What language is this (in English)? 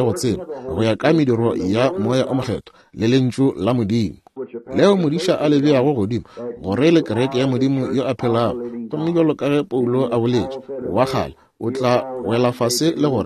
Northern Sotho